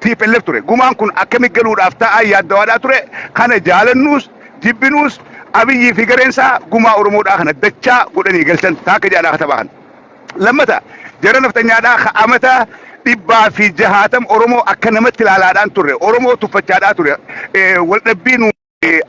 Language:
Oromo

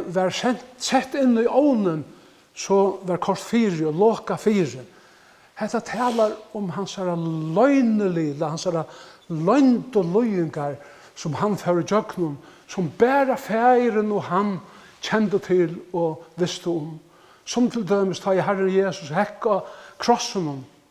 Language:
Faroese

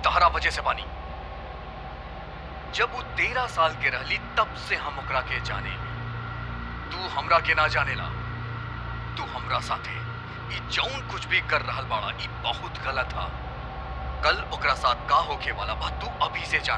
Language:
Bhojpuri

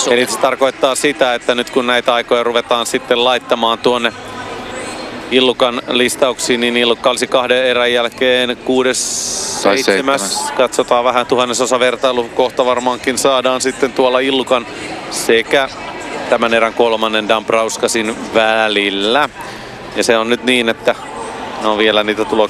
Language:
Finnish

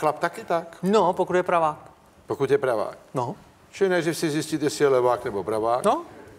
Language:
Czech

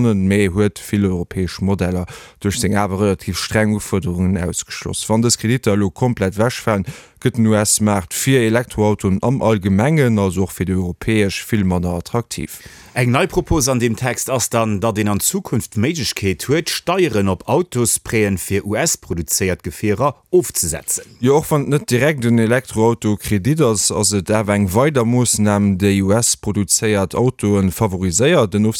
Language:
Luxembourgish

